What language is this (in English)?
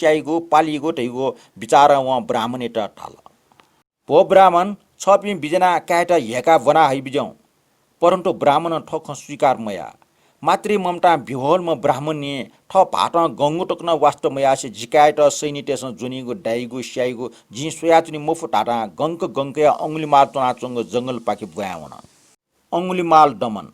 Newari